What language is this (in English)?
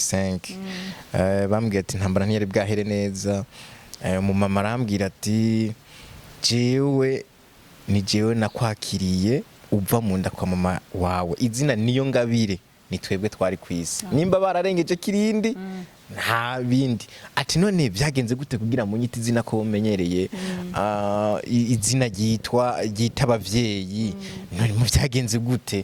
Rundi